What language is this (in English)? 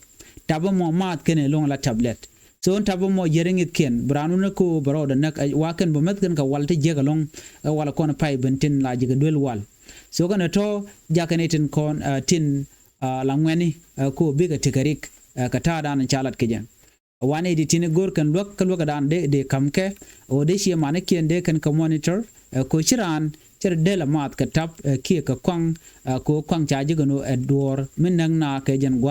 Nuer